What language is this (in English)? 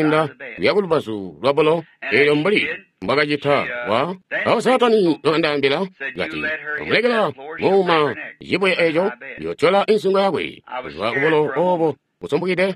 Tonga (Zambia)